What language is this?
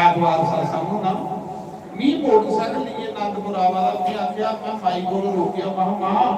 Dogri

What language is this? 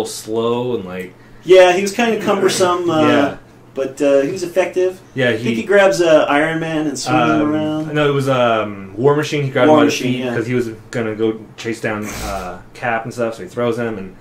English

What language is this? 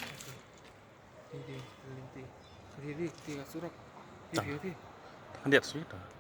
Khasi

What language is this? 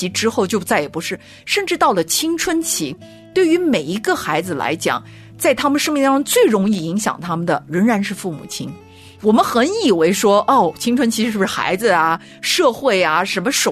Chinese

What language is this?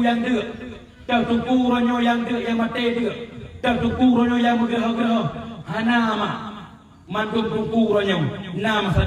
Achinese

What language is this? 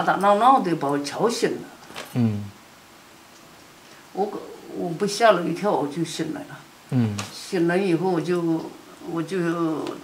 Chinese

